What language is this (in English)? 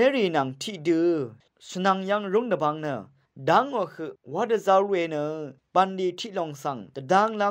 Rawang